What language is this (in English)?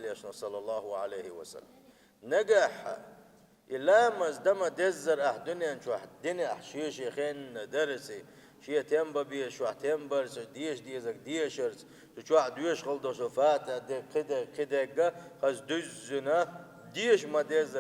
Chechen